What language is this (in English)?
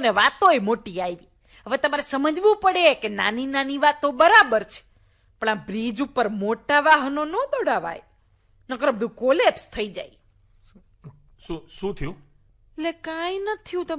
Gujarati